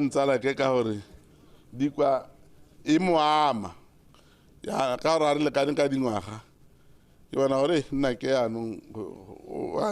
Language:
Tswana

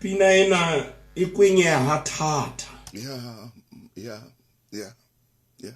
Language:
Southern Sotho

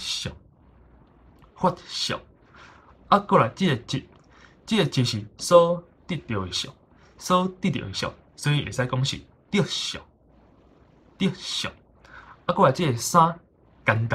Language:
Min Nan Chinese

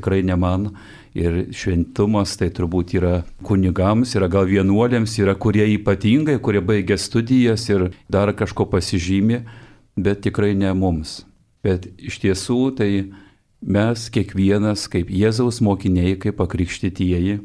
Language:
Lithuanian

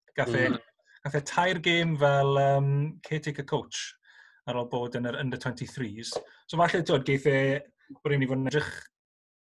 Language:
Welsh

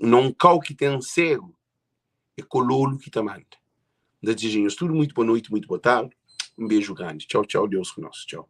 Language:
Kabuverdianu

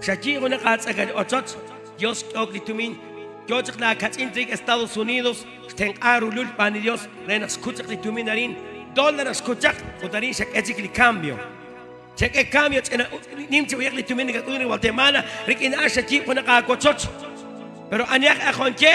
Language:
Kekchí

